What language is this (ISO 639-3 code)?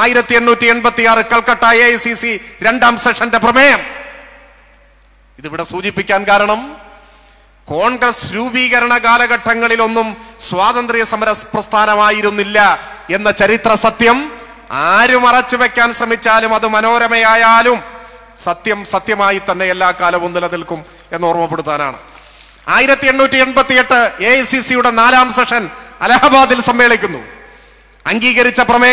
mal